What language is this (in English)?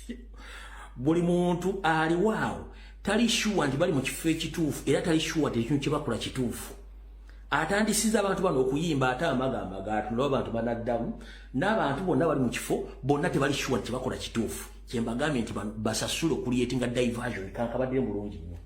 Ganda